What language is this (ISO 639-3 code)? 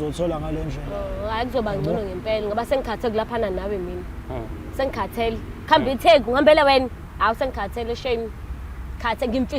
zul